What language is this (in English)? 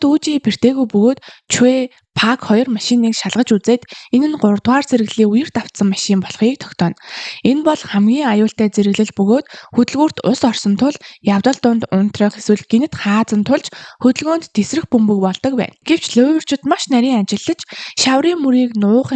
Mongolian